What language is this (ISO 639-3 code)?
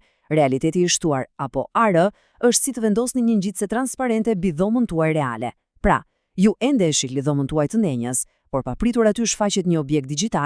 sqi